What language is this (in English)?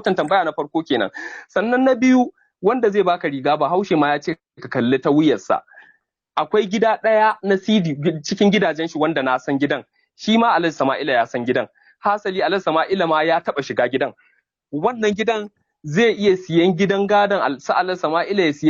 Hausa